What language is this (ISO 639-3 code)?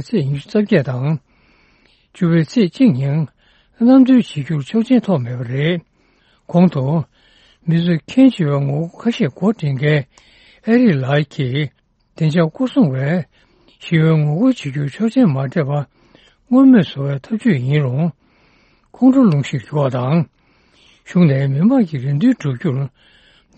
bod